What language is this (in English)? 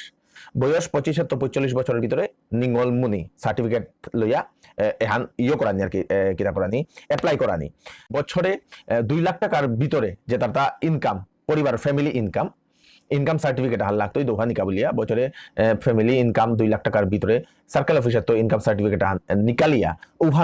Bishnupriya